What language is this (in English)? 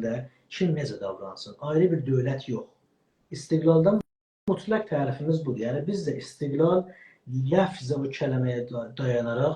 South Azerbaijani